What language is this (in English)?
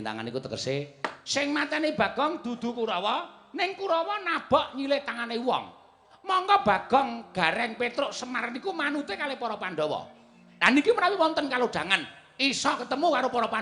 Javanese